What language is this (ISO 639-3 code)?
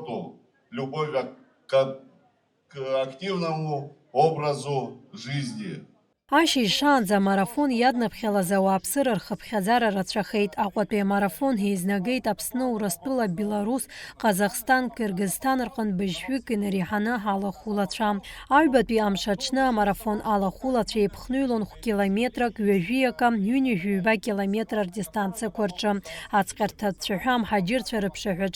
abk